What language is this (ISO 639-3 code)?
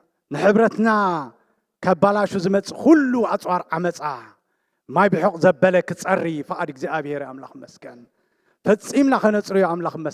tir